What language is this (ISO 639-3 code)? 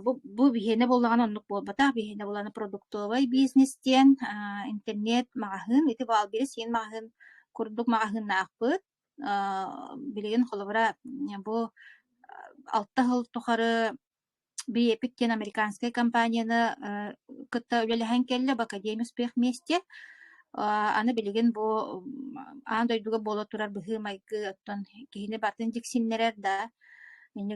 sah